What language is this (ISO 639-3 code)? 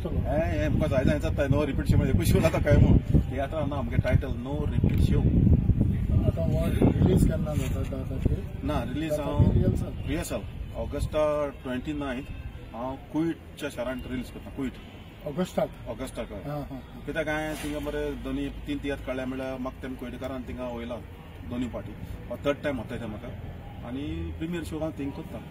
kok